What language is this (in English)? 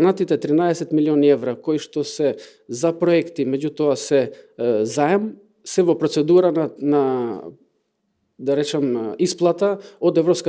Macedonian